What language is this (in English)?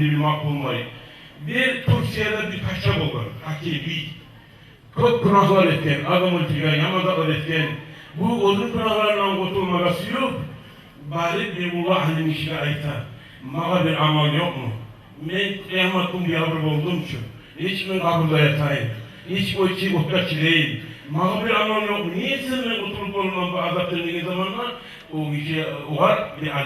Kumyk